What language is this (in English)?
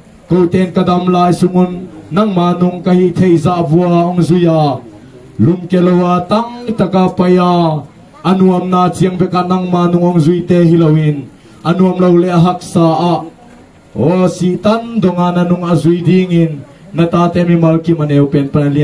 Tedim Chin